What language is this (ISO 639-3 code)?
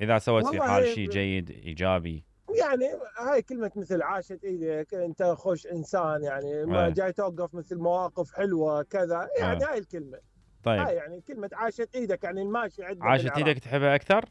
acm